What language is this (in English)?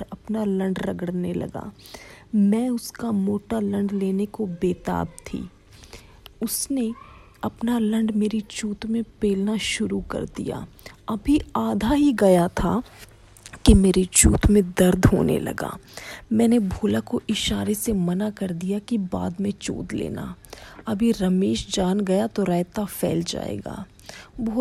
Hindi